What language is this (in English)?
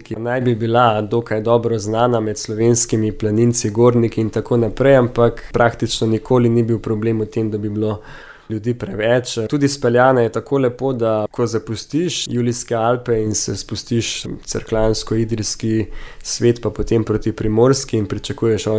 Slovenian